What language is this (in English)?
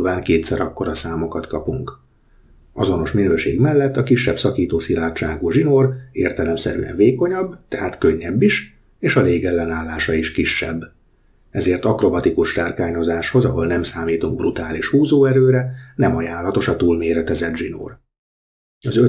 Hungarian